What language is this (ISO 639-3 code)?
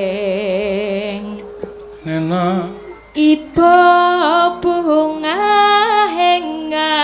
jav